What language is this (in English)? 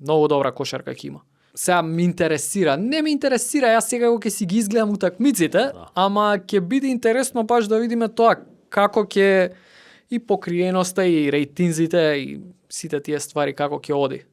Macedonian